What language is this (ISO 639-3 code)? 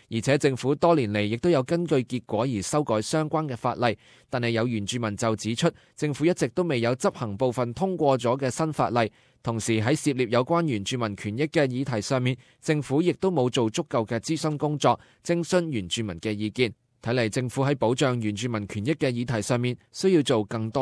yue